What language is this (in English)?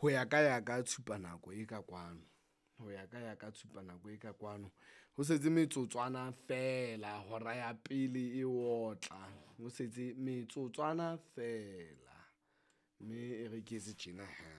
Southern Sotho